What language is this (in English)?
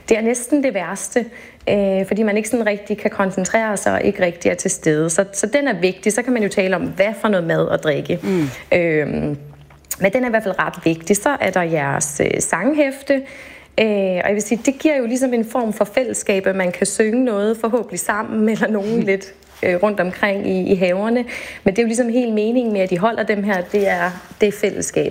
Danish